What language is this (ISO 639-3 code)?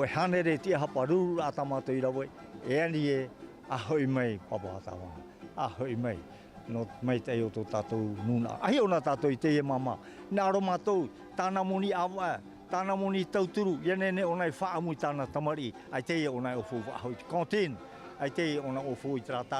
tah